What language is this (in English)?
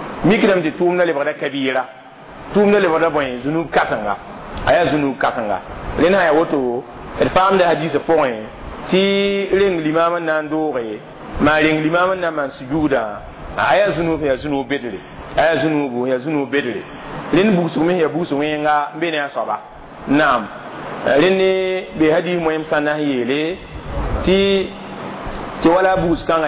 Mossi